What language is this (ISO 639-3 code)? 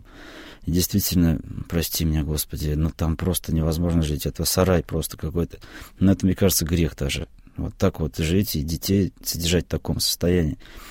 rus